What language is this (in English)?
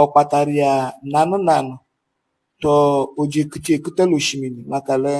Igbo